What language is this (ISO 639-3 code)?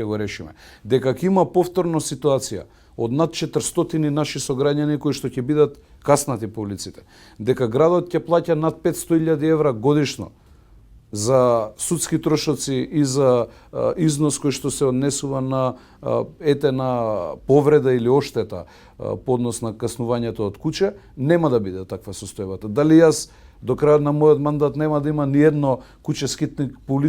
mkd